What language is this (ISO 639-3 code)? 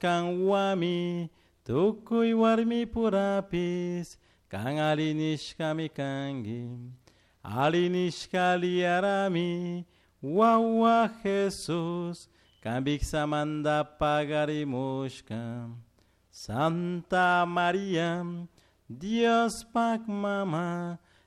qug